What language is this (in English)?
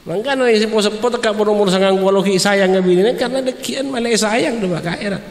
Madurese